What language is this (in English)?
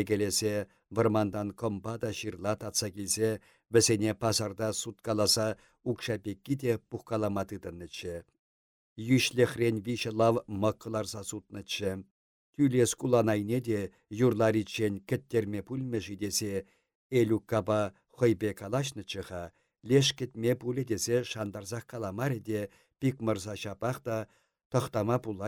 Chuvash